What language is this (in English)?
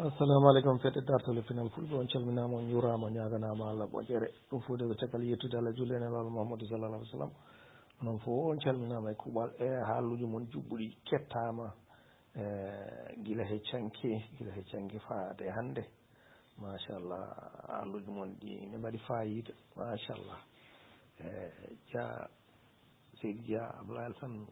Fula